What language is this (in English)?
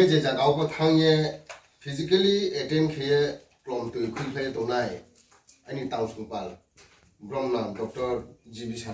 Riang (India)